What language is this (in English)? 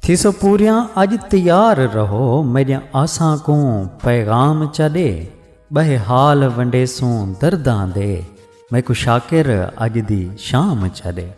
Saraiki